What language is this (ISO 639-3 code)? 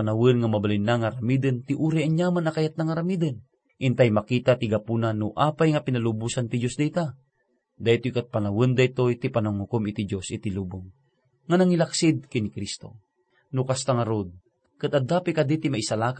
ilo